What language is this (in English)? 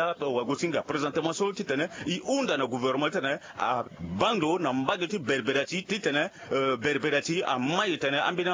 Sango